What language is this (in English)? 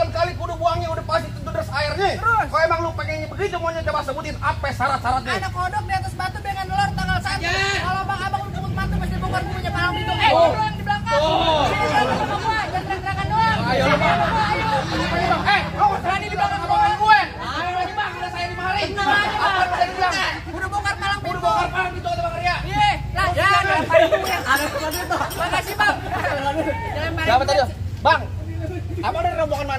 Betawi